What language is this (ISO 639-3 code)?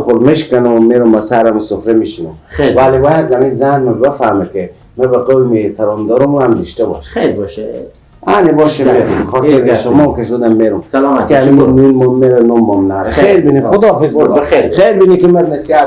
fas